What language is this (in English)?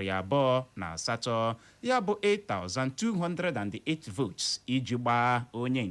Igbo